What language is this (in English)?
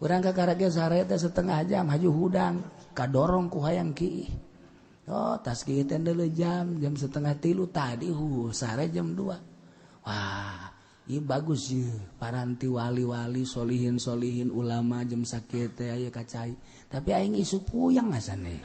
Sundanese